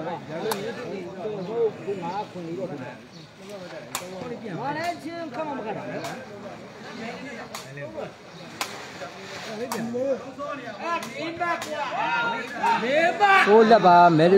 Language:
Burmese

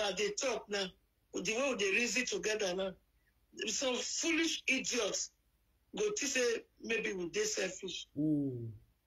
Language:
Nigerian Pidgin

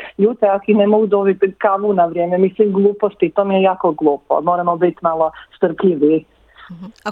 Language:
Croatian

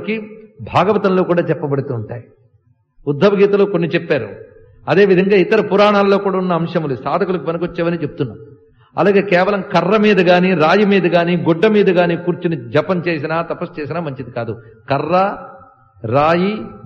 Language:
Telugu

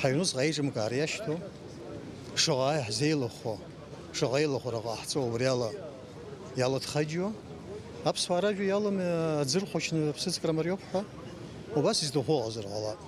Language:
Abkhazian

